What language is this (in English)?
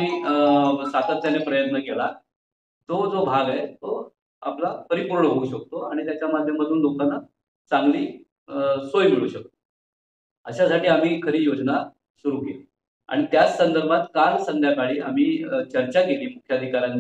Marathi